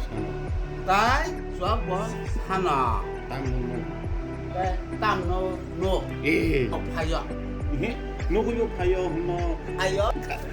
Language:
Kok Borok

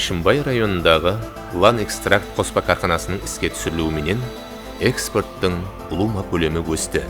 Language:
Kara-Kalpak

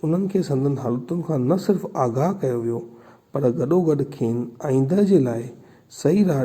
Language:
Sindhi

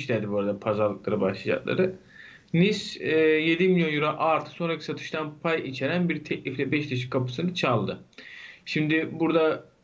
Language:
Turkish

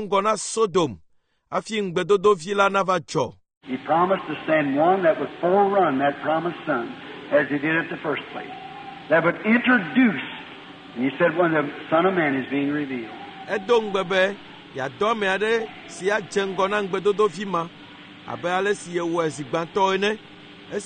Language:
Ewe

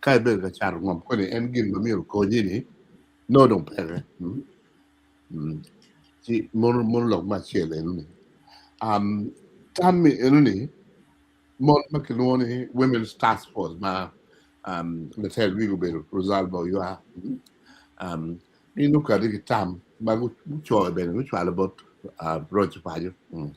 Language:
Acoli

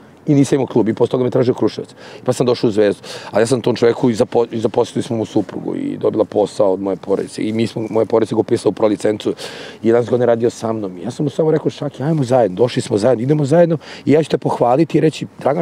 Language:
Serbian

